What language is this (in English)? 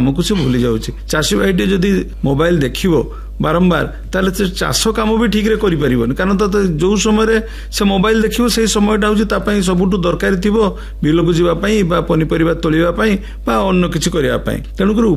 Odia